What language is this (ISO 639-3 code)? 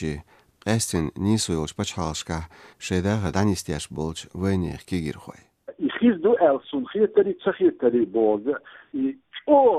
che